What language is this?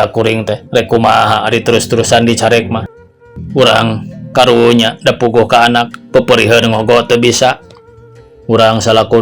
Sundanese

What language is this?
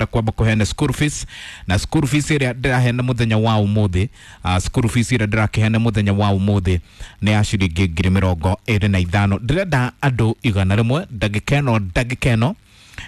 Kikuyu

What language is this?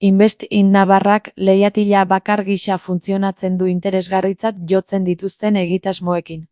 Basque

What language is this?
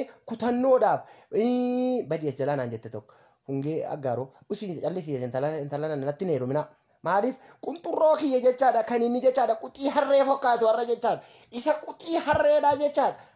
Oromo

